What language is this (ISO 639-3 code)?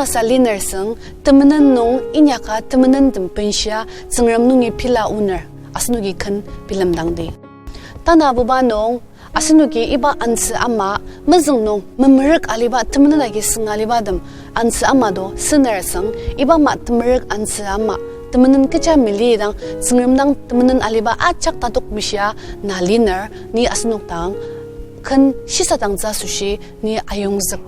njo